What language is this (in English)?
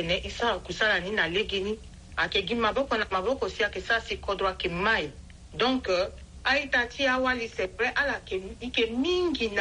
Sango